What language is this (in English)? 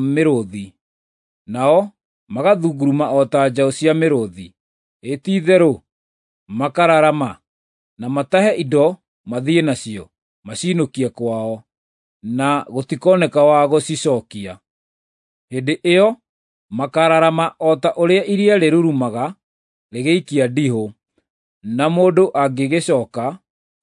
Kikuyu